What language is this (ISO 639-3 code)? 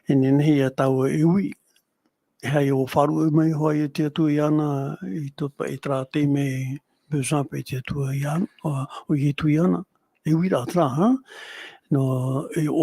tah